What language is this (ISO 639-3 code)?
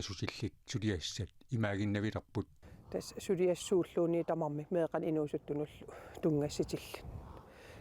kal